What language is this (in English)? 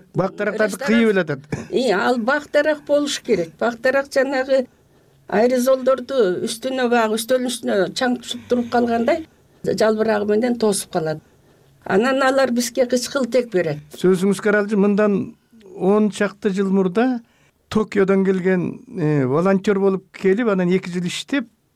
Kyrgyz